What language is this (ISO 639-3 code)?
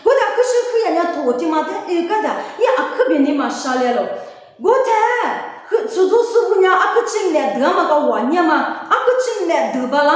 lis